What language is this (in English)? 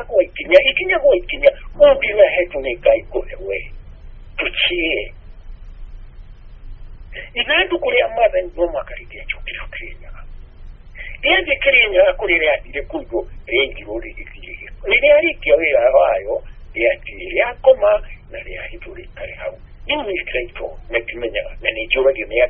Kikuyu